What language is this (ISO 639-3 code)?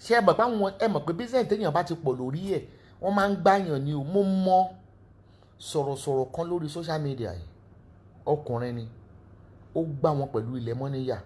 yor